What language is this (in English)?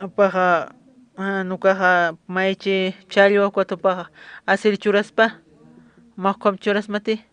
Aymara